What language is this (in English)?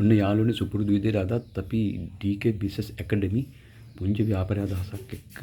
Sinhala